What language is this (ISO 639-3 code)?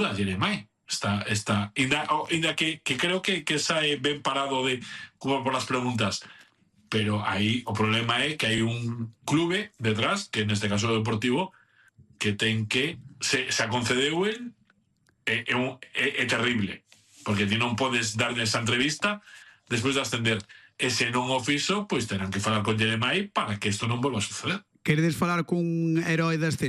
glg